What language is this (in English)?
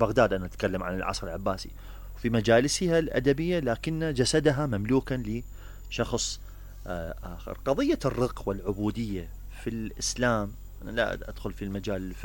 Mesopotamian Arabic